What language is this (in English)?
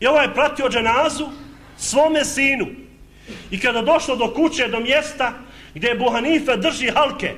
Bosnian